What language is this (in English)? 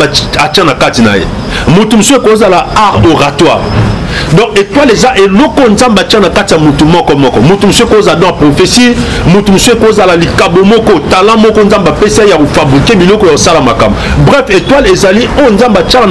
Lingala